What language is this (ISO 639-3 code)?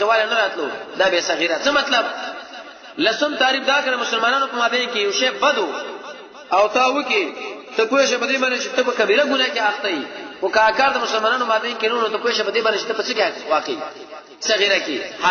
pus